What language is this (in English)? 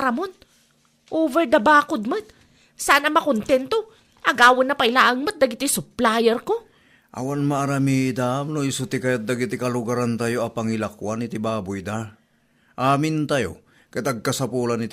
Iloko